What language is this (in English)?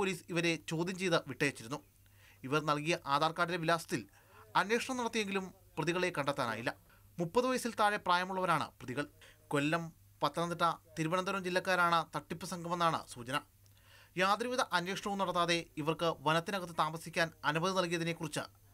Malayalam